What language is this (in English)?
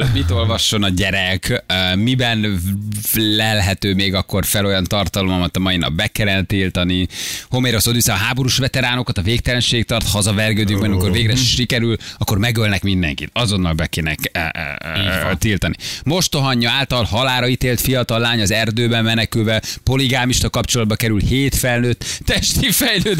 Hungarian